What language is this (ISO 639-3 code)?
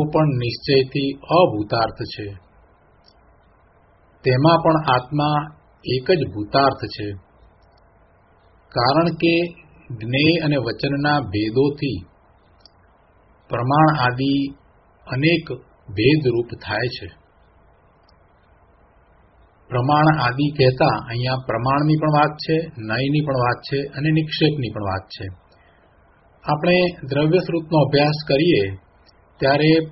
guj